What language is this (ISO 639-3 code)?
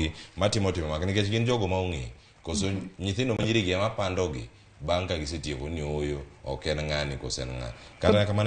luo